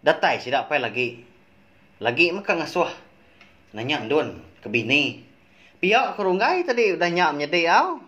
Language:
Iban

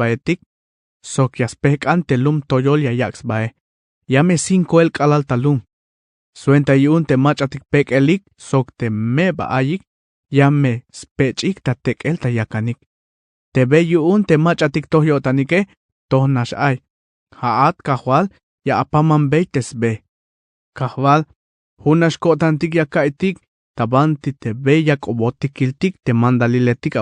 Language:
Tzeltal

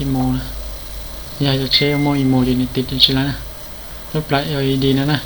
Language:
Hmong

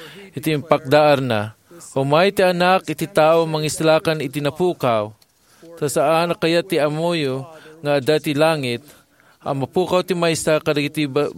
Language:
Iloko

